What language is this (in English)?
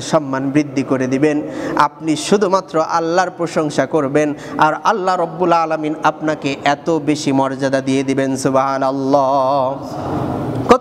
Bangla